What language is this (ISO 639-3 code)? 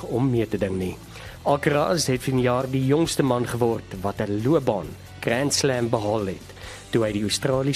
afr